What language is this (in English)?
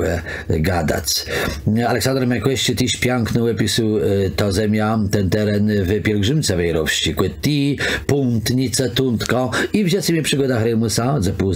Kashubian